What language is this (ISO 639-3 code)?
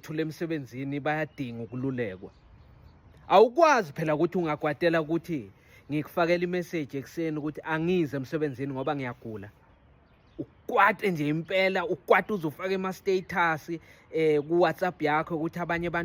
zul